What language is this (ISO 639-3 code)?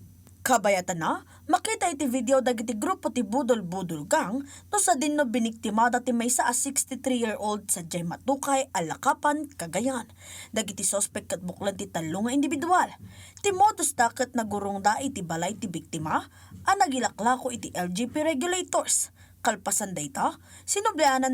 ilo